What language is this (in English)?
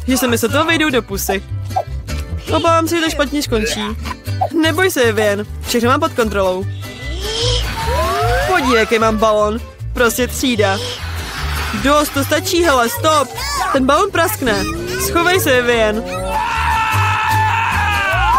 Czech